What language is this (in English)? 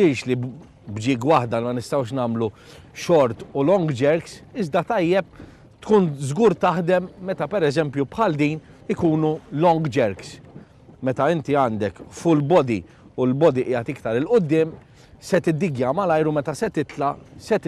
Maltese